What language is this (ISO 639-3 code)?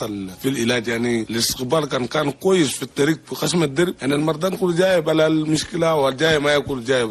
shu